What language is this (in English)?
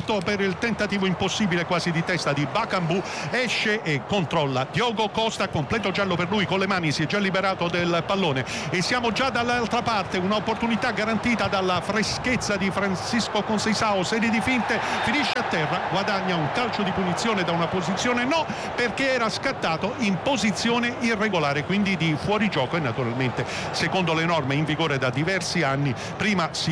Italian